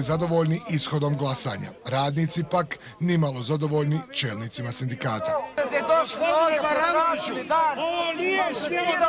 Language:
Bosnian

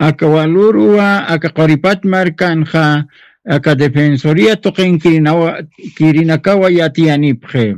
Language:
Aymara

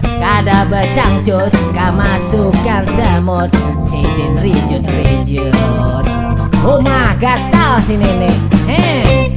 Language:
Banjar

